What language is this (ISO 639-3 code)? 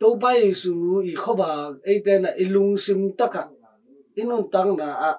ctd